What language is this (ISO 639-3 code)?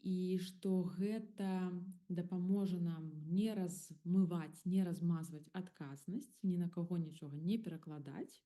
bel